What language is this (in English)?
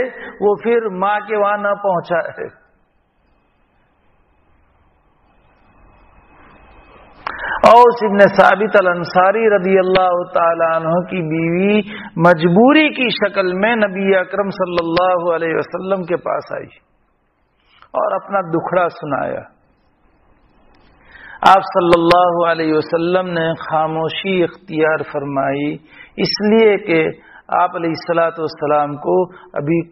Urdu